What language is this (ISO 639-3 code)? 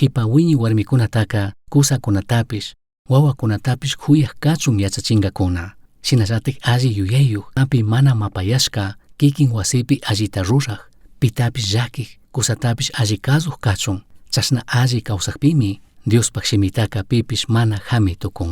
qug